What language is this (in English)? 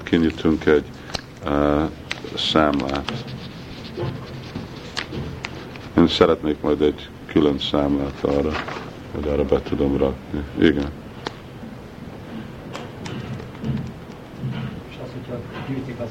Hungarian